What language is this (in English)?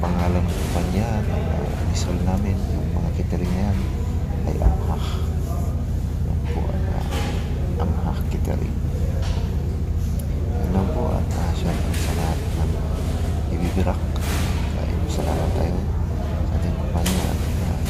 Filipino